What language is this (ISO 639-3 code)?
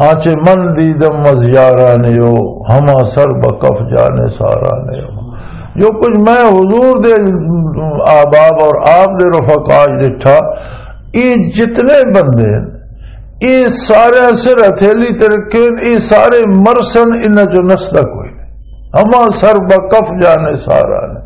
lah